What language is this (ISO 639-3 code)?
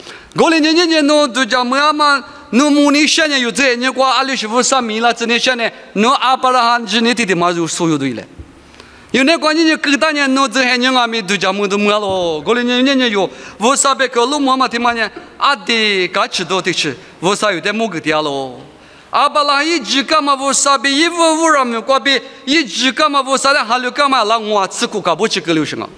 lis